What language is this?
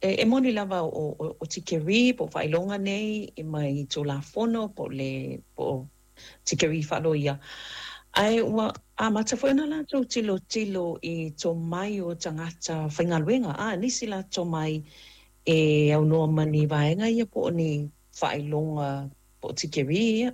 Samoan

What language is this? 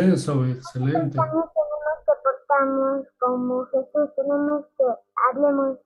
Quechua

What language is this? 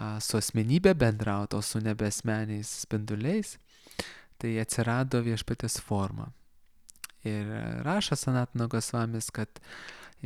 Lithuanian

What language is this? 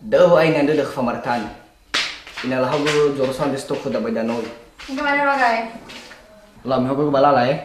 Nias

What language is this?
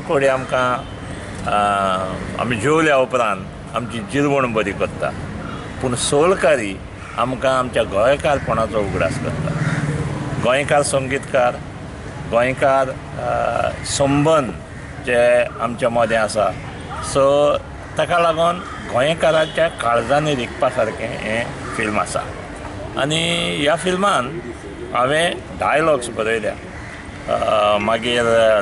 Konkani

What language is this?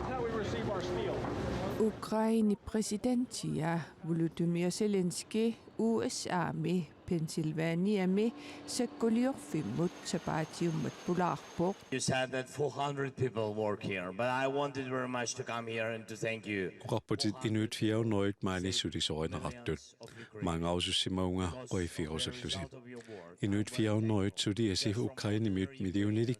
Kalaallisut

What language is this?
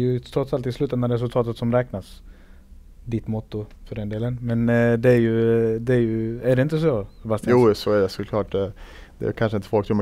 Swedish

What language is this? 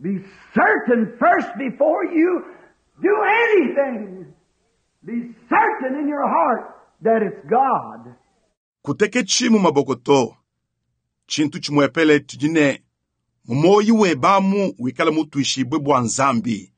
Luba-Lulua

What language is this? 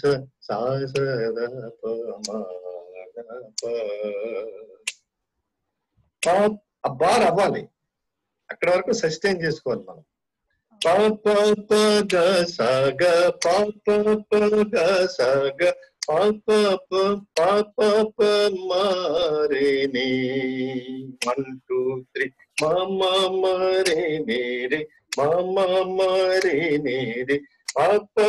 Telugu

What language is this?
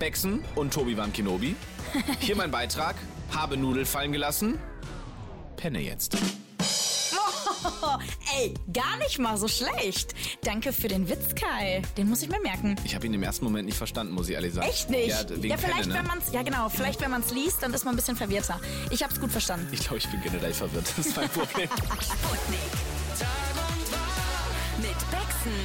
German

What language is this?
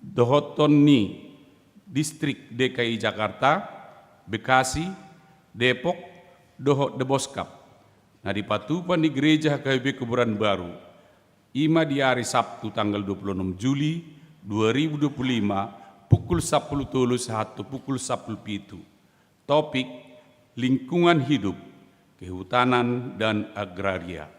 Batak Toba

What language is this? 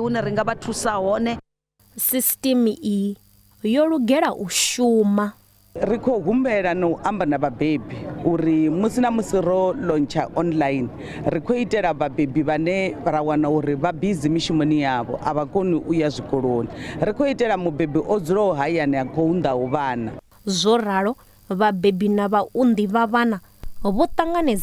Venda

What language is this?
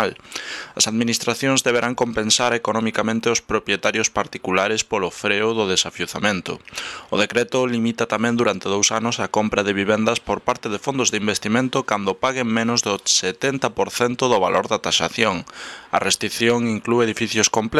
Galician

